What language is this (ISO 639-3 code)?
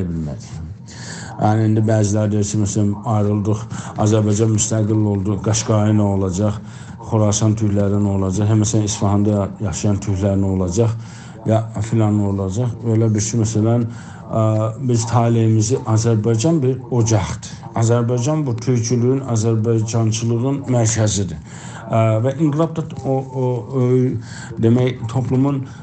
azb